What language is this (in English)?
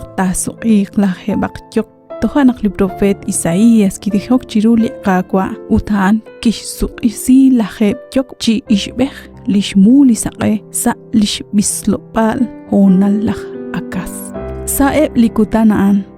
Kekchí